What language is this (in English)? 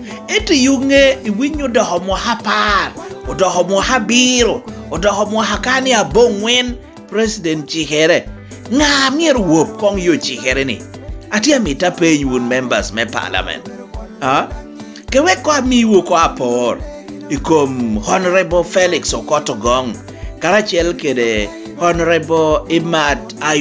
Lango (Uganda)